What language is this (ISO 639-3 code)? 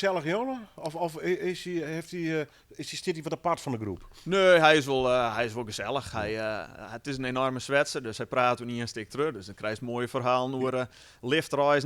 fry